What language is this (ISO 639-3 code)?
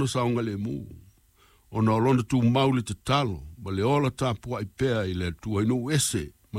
smo